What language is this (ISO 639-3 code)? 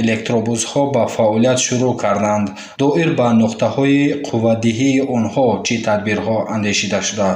tgk